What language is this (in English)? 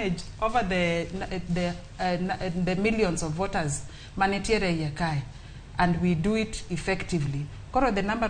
Luo (Kenya and Tanzania)